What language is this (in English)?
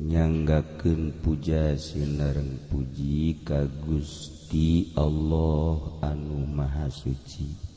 Sundanese